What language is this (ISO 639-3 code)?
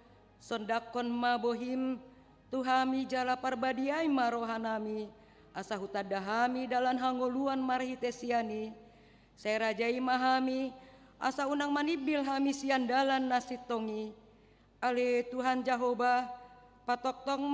bbc